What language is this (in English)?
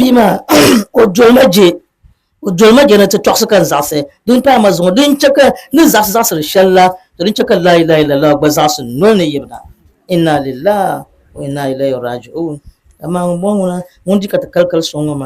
Dagbani